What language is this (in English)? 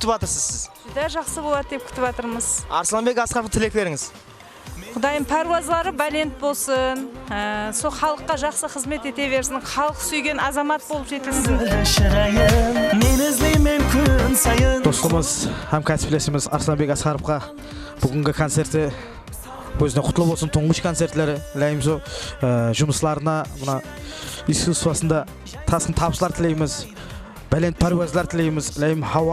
Kara-Kalpak